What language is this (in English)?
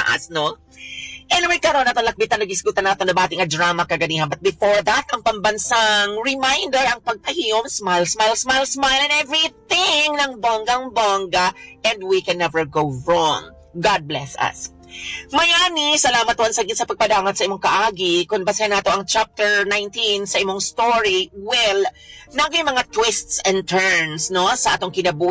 Cebuano